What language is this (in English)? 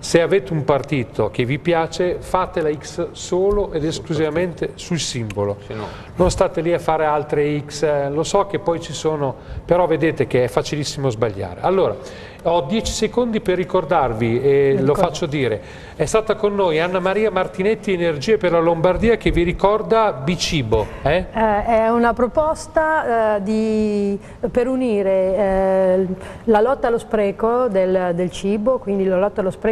Italian